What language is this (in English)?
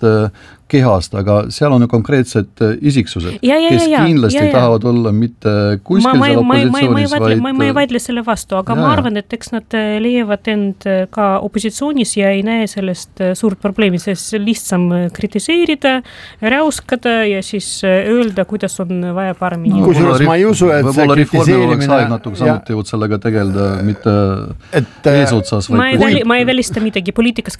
Estonian